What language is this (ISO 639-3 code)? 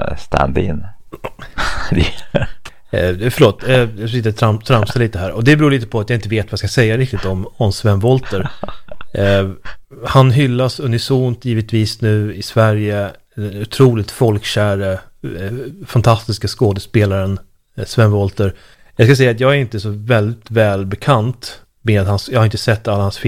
swe